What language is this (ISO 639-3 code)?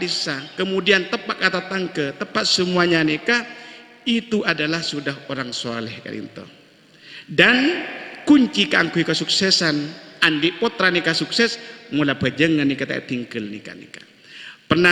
mad